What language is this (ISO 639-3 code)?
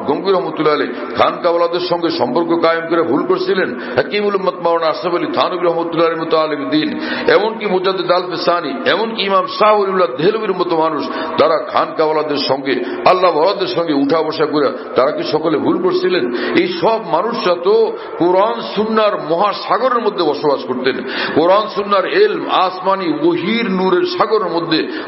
ben